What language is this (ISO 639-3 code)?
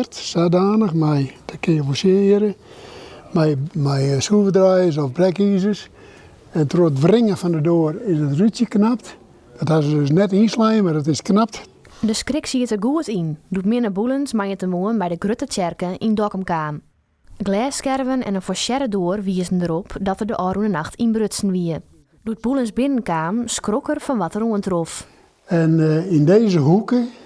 fry